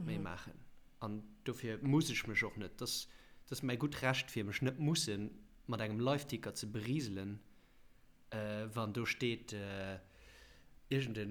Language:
Luxembourgish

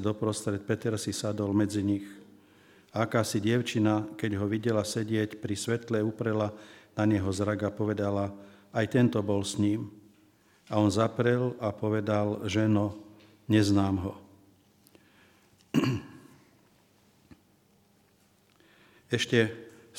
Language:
Slovak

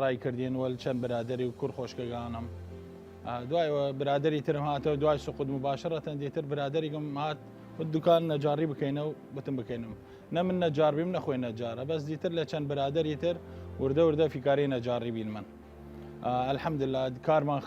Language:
Southern Kurdish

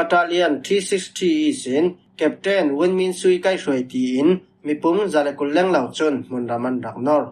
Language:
Falam Chin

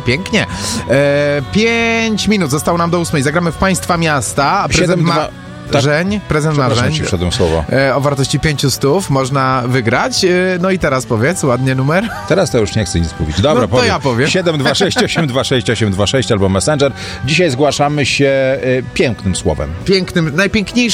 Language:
Polish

